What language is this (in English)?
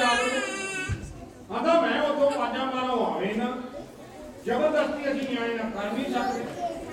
Punjabi